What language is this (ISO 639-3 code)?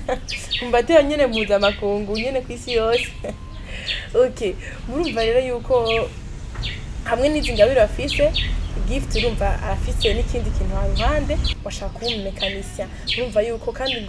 run